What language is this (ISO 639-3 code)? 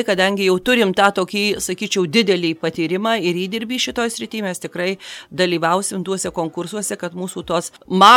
lit